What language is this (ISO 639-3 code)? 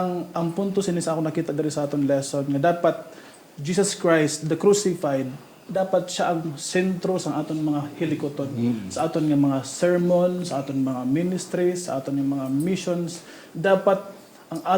hil